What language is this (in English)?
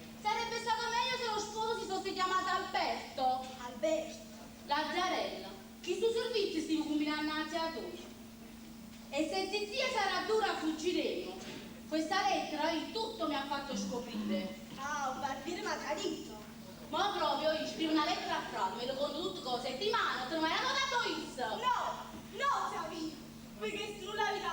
Neapolitan